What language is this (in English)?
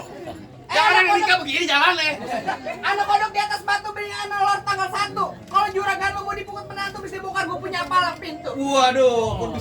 Betawi